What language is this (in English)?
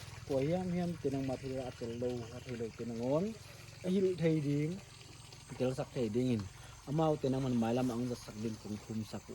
Paite Chin